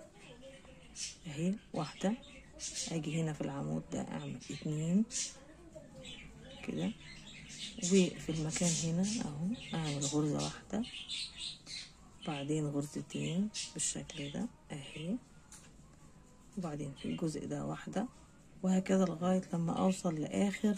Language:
Egyptian Arabic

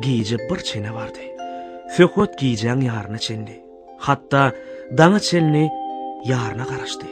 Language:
Turkmen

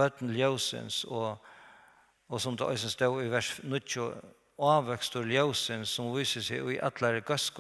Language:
Faroese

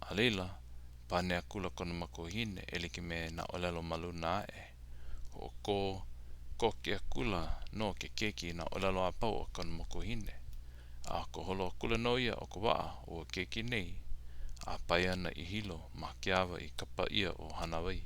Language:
Hawaiian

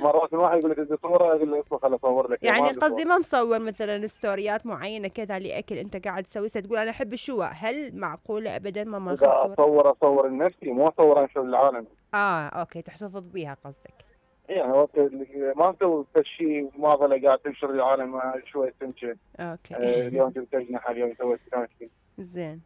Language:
Mesopotamian Arabic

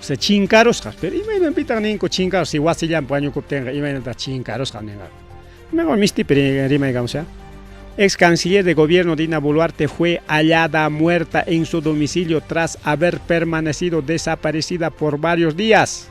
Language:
Ayacucho Quechua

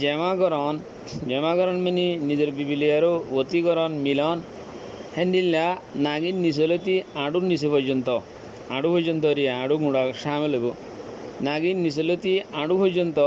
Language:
Rohingya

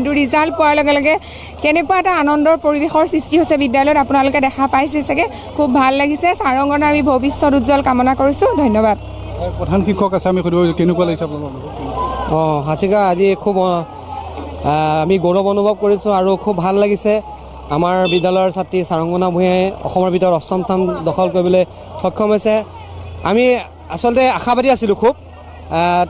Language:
Assamese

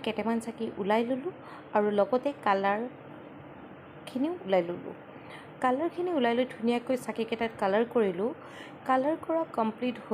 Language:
Assamese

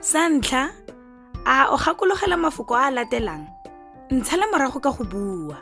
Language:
Tswana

